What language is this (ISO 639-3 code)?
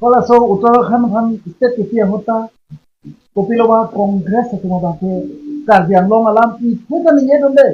mjw